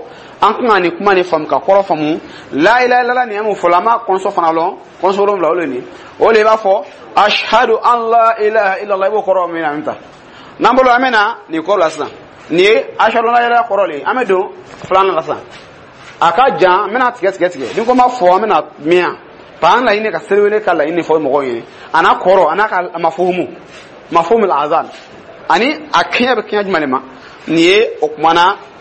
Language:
Dyula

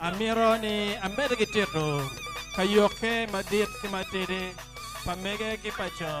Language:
Acoli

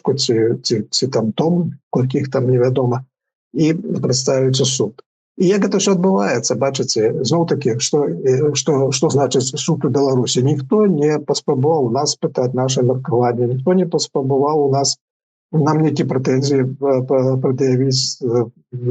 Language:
Belarusian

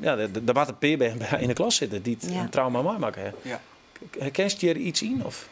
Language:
Western Frisian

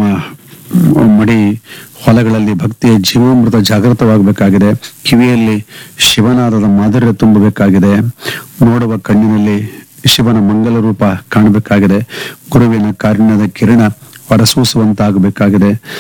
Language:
Kannada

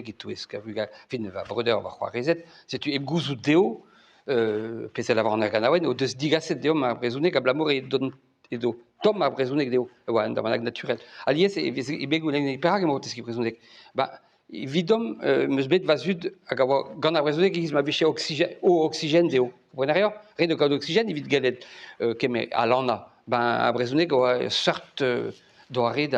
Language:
Breton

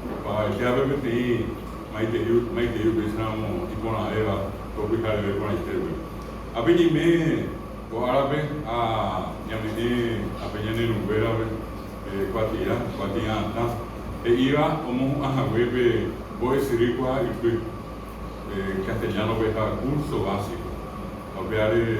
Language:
Guarani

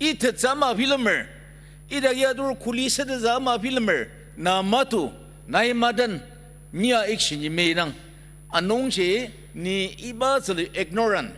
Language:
Ao Naga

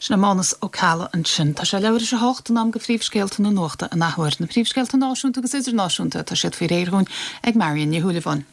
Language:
Irish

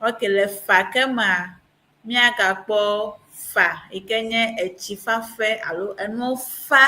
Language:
Ewe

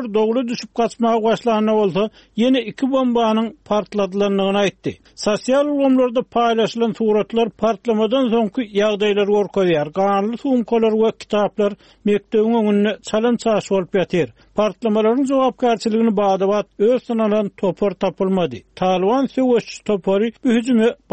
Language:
Turkmen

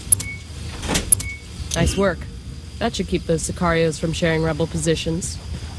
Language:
English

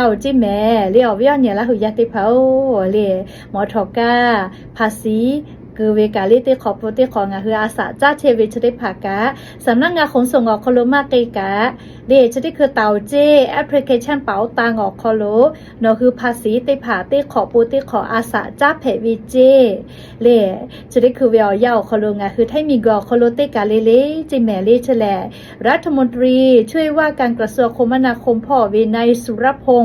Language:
Lahu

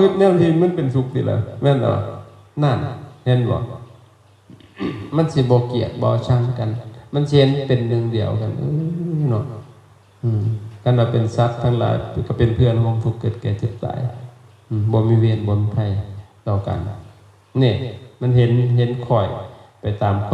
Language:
Lao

